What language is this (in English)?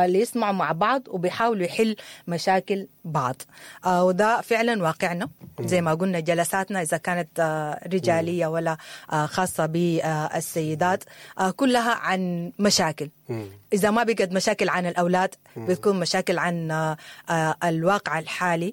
Sudanese Arabic